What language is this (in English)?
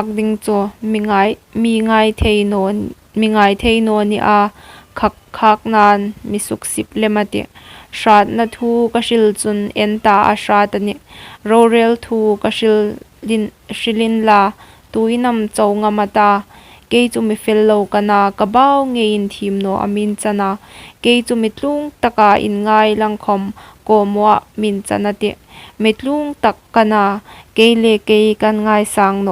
Hmar